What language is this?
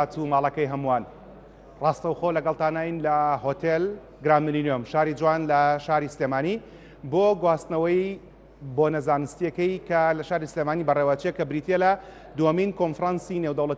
Central Kurdish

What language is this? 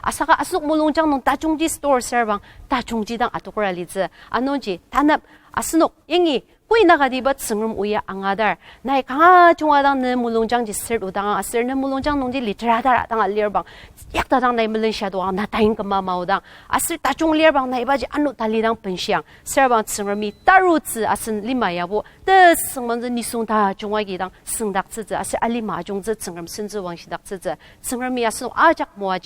Ao Naga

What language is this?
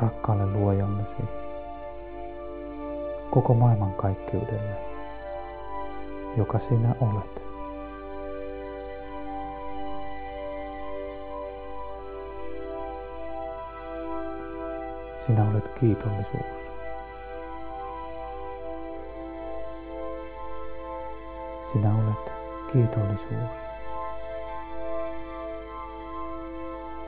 Finnish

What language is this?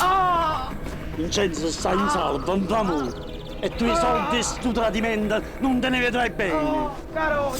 Neapolitan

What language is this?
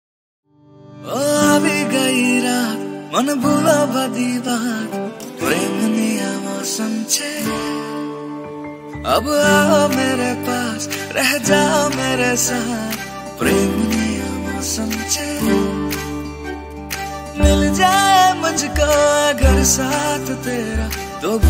Hindi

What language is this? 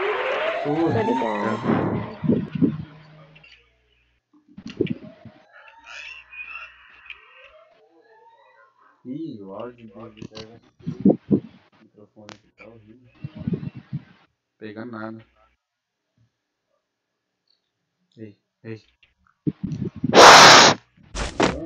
Portuguese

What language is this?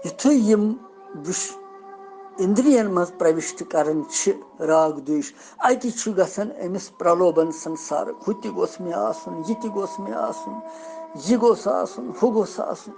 Kashmiri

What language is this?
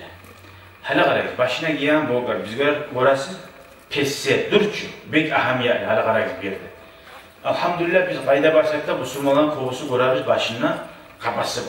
Kumyk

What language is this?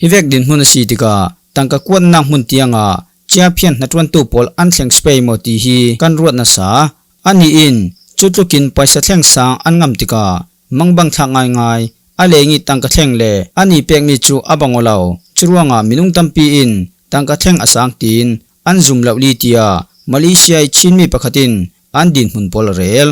Falam Chin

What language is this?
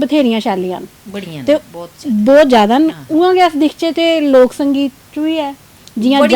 Dogri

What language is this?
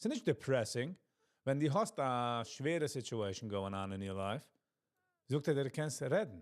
Yiddish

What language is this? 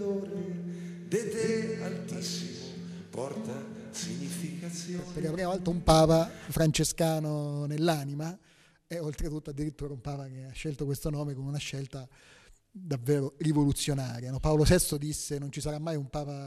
Italian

